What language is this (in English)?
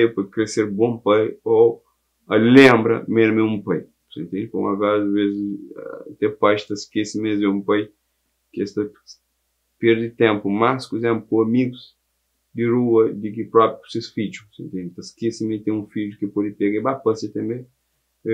Kabuverdianu